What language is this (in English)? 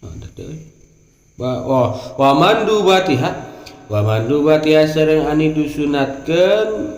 Sundanese